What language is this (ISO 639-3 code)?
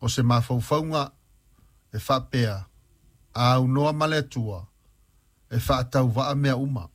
smo